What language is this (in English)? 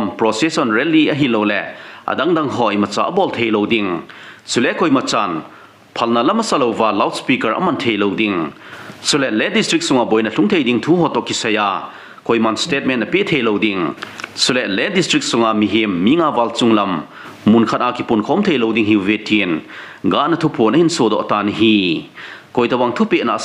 Thado Chin